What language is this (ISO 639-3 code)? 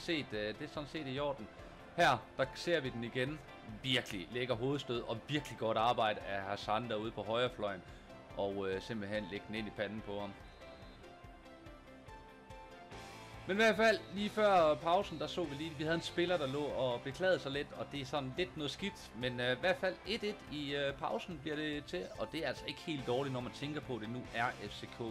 dan